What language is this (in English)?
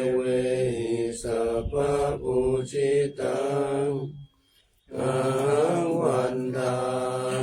Pali